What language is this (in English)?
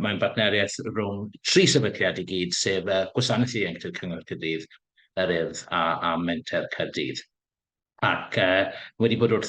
Welsh